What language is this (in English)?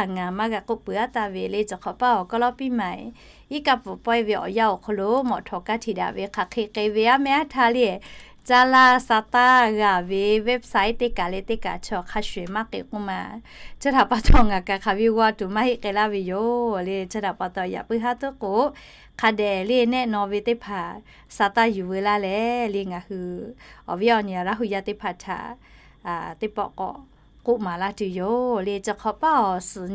Lahu